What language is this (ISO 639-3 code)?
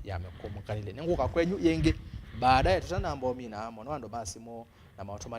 kam